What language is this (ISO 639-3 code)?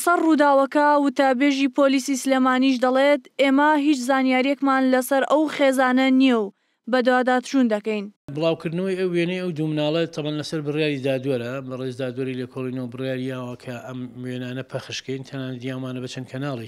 ckb